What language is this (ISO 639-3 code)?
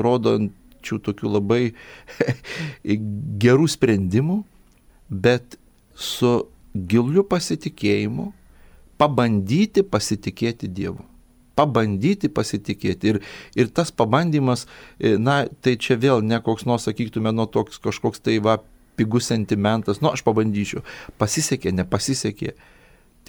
lit